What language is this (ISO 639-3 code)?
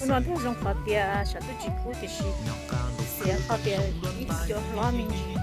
hmn